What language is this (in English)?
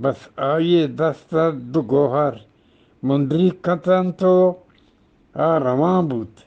Eastern Balochi